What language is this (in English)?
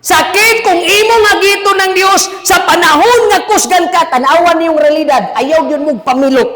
Cebuano